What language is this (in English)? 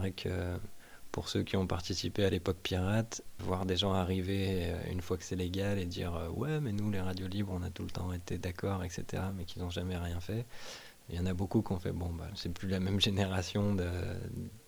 French